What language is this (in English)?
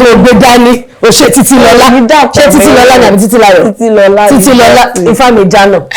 Yoruba